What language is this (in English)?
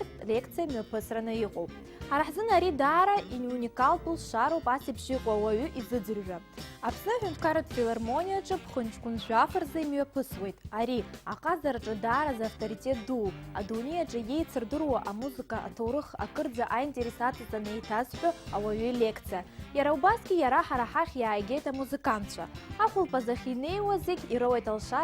Abkhazian